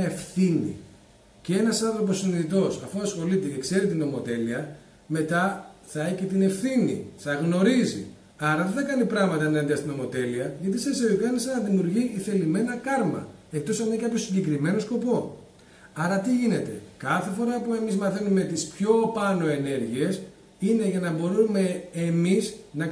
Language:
Greek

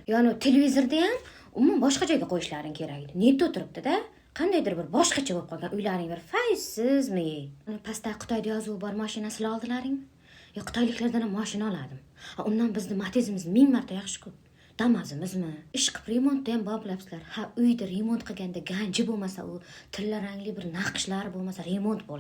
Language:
Uzbek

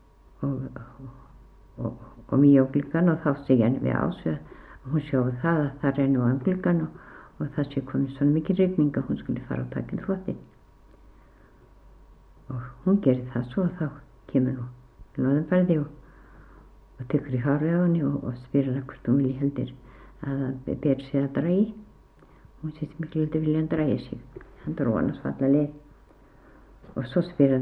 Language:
Icelandic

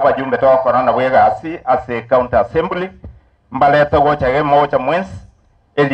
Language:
Gusii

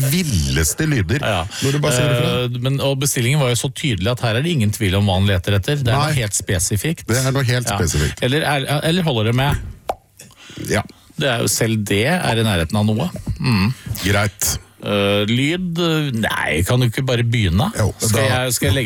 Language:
Norwegian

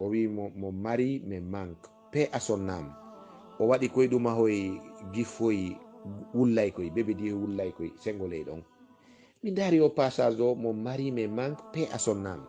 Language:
Fula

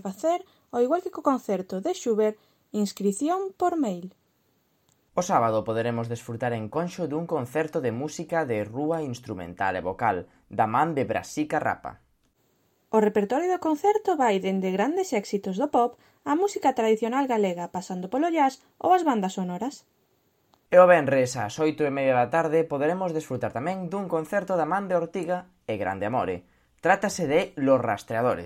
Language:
Galician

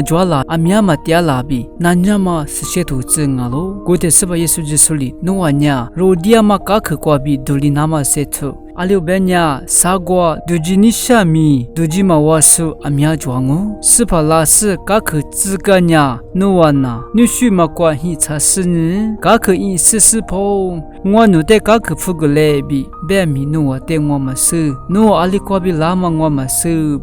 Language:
Lisu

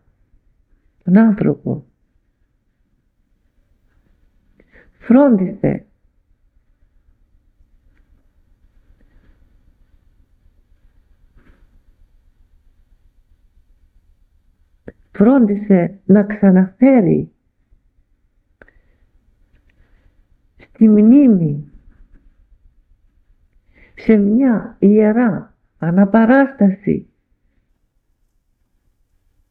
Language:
Greek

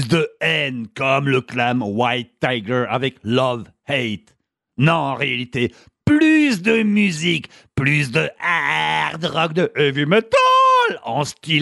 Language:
French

